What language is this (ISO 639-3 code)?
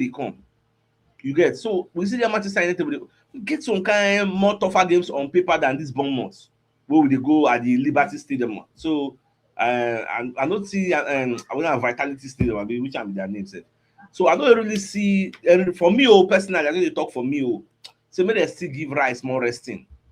pcm